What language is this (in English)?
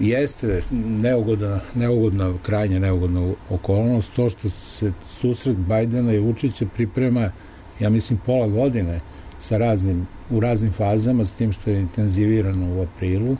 Serbian